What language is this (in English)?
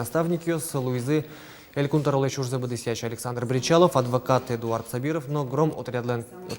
Udmurt